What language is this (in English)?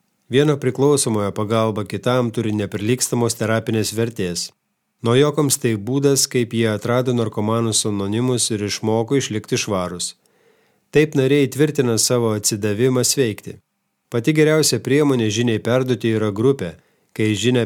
Lithuanian